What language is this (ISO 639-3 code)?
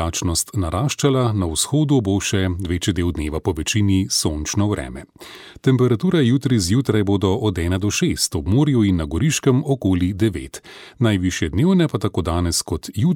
slv